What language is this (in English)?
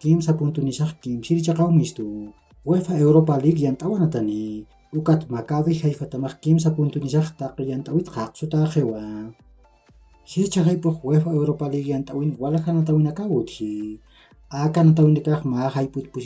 Aymara